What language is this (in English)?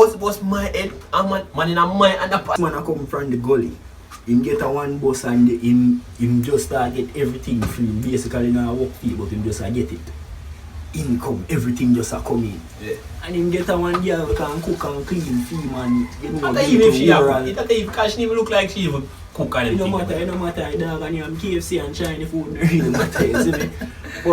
Jamaican Creole English